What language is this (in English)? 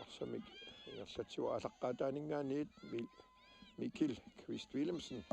Kalaallisut